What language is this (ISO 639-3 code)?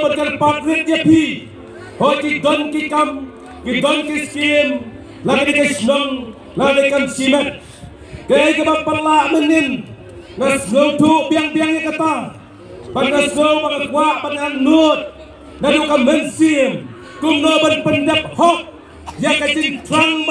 kha